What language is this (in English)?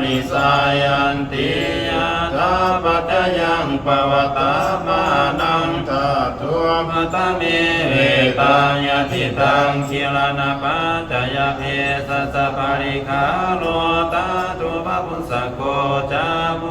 Pali